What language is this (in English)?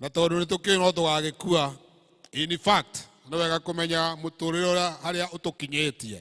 Kikuyu